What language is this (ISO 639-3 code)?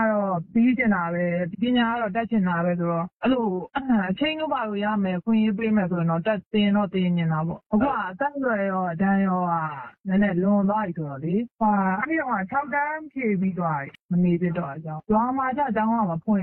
mya